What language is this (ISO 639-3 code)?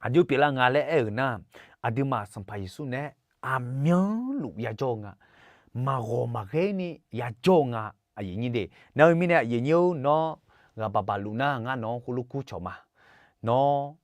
ahk